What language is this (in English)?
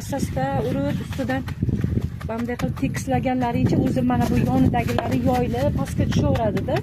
Uzbek